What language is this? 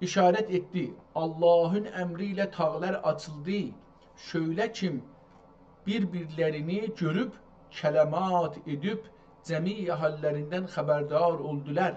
South Azerbaijani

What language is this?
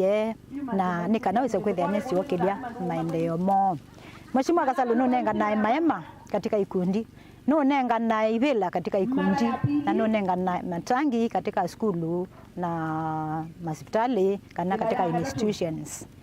Kamba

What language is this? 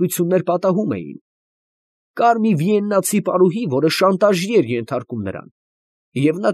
Armenian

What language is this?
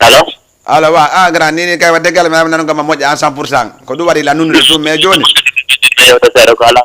Fula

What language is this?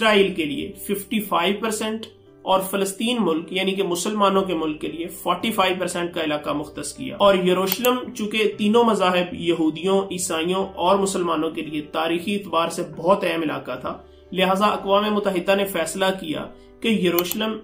Urdu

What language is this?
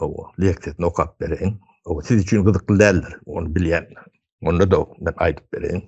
Turkmen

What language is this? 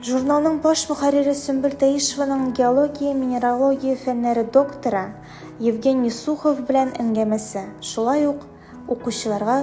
Tatar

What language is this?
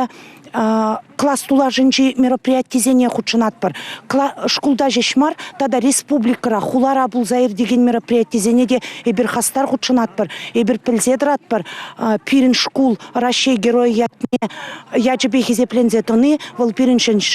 Chuvash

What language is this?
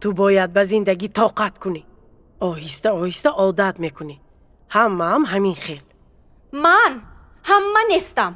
Tajik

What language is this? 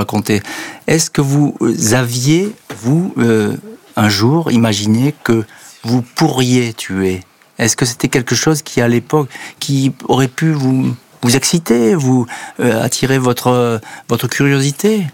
French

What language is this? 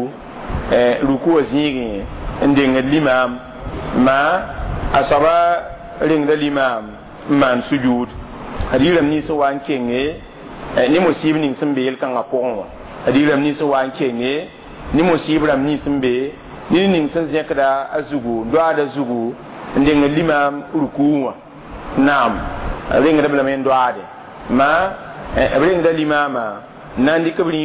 Mossi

